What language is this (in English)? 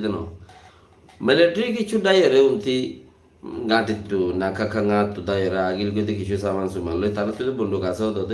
Rohingya